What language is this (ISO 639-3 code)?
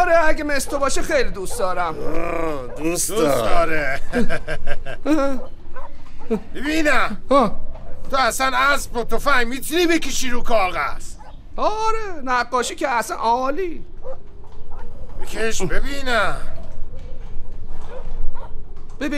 fas